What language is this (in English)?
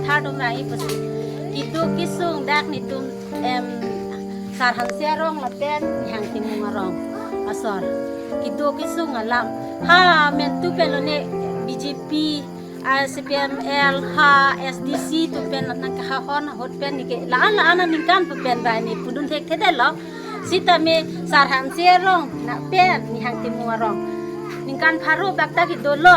Karbi